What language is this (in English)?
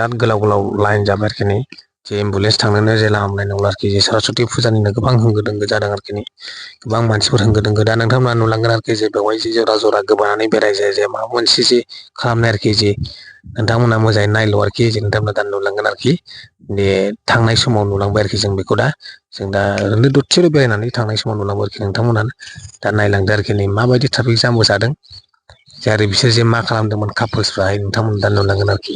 Bodo